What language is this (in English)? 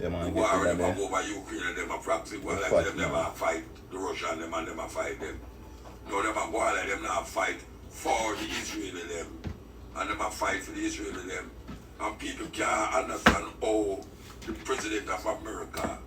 Jamaican Creole English